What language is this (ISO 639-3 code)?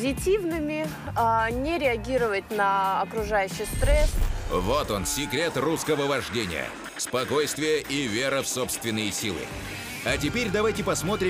rus